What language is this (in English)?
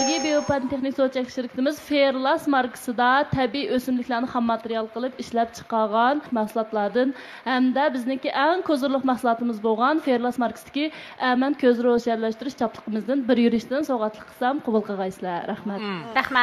Uyghur